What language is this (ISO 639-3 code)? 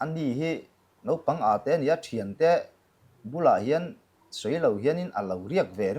lus